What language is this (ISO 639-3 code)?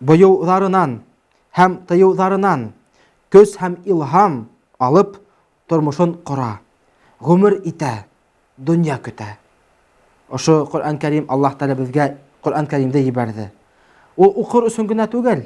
bak